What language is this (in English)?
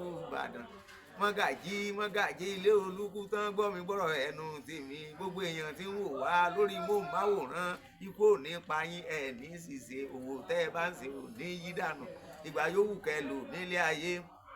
Yoruba